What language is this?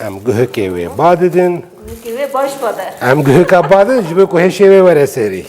Kurdish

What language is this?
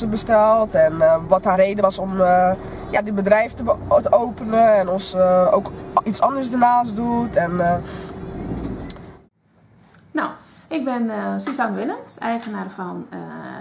Dutch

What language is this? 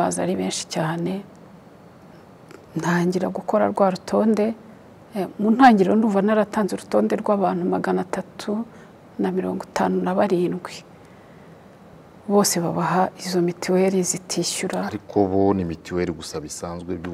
Kinyarwanda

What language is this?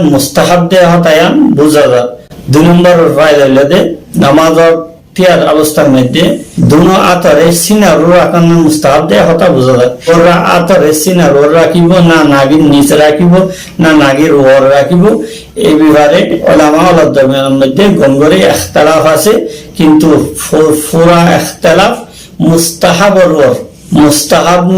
Rohingya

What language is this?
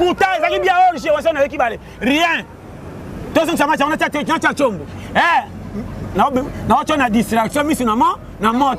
Lingala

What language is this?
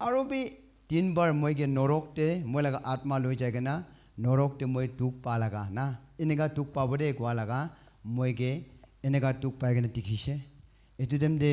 Naga Pidgin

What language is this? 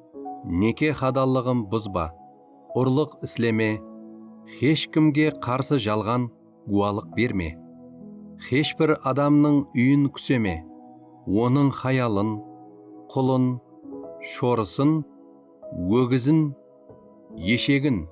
Kara-Kalpak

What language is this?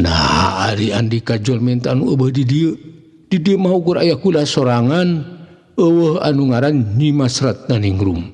Sundanese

